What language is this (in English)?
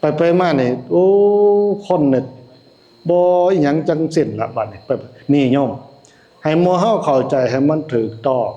Northeastern Thai